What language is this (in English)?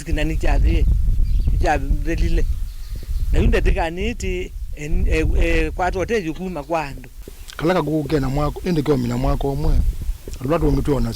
Kamba